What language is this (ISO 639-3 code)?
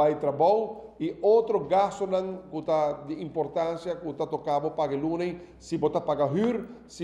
pap